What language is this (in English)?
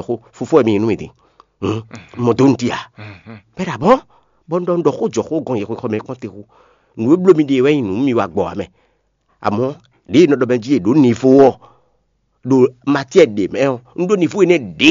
Fon